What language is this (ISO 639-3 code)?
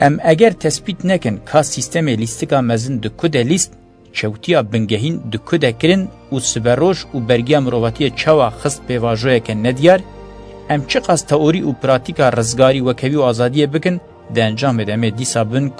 kur